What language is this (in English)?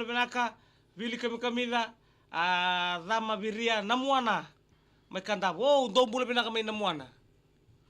Fijian